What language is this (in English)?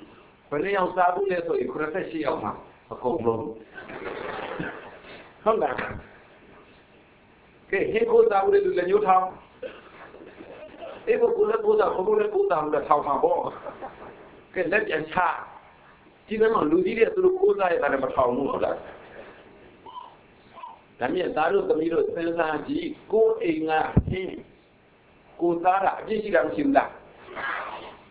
Burmese